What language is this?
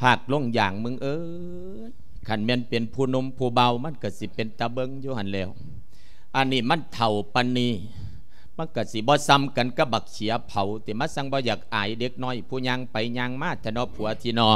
Lao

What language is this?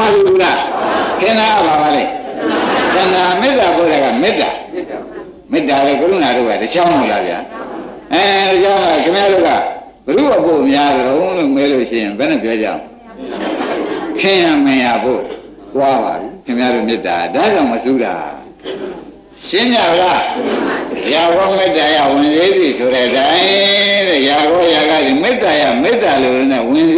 Burmese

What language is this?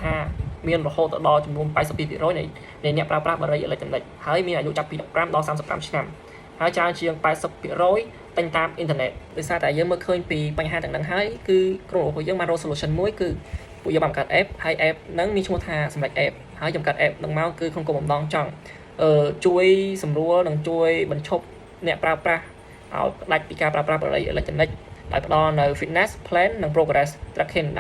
Khmer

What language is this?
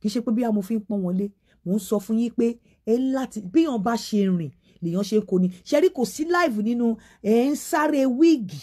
Yoruba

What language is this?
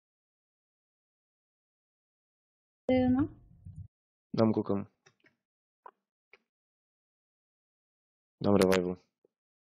Czech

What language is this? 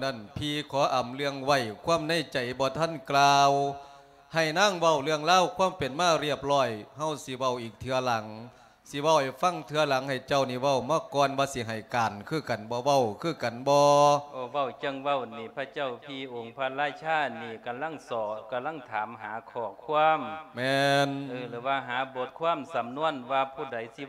Lao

